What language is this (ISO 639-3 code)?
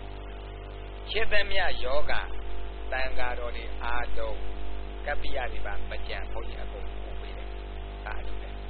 mya